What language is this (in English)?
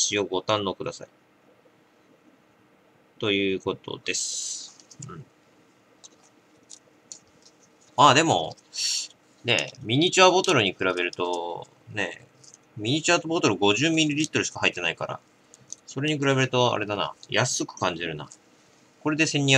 Japanese